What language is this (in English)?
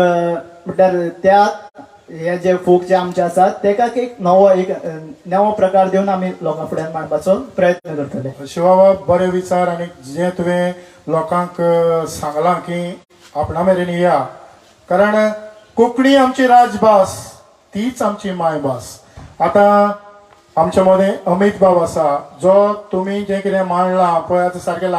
Konkani